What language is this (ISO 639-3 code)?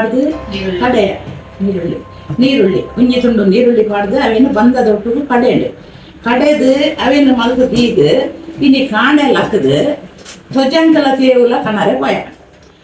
tcy